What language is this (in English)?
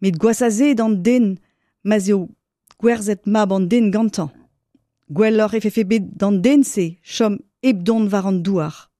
Breton